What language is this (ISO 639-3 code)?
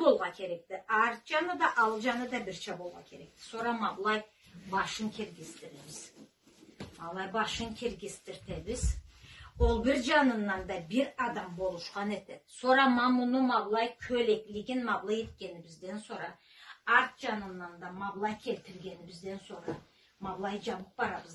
krc